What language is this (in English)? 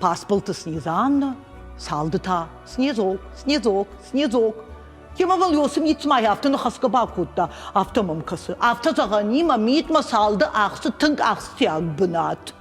Ossetic